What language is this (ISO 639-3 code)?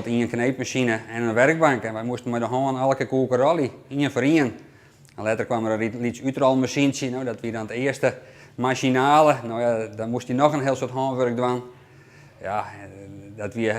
fry